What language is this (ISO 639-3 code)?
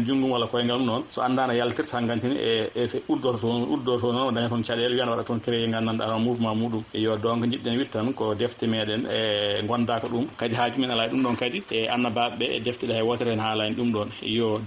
ful